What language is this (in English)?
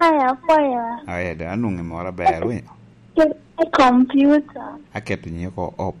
Lango (Uganda)